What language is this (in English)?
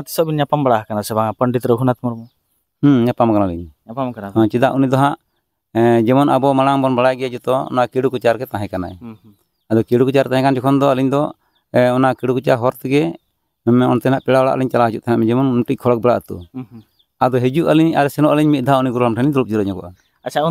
Santali